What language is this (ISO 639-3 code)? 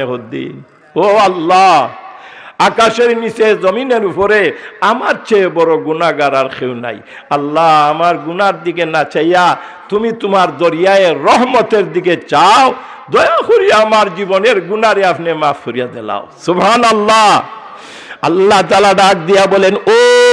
syl